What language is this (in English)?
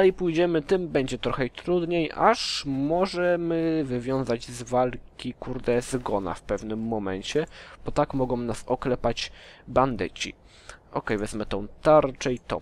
Polish